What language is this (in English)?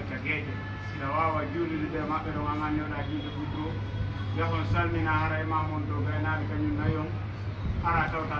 Pular